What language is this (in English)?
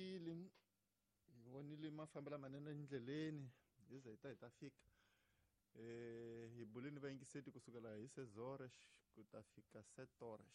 Tsonga